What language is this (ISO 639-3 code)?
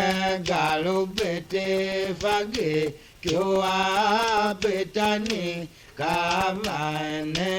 tiv